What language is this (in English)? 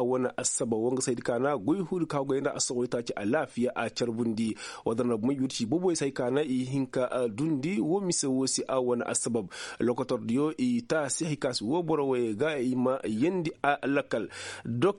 Koyraboro Senni